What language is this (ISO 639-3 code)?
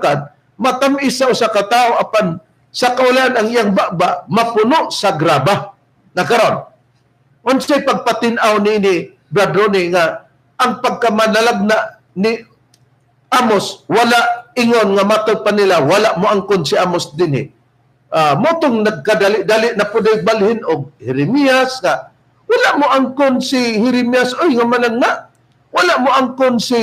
ceb